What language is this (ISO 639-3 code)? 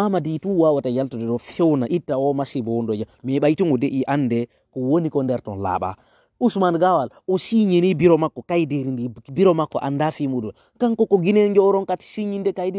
ful